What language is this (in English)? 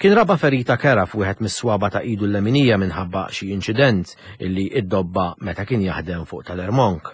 Maltese